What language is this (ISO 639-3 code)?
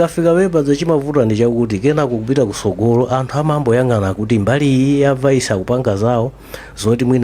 nya